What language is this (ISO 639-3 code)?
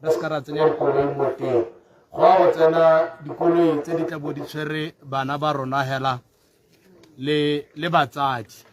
tsn